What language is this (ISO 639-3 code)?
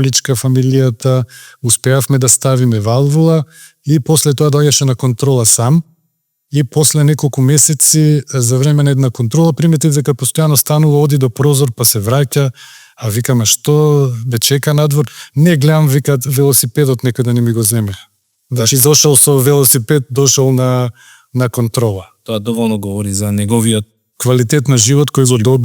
mkd